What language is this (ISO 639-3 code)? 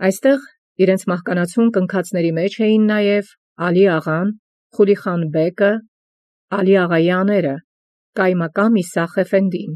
hye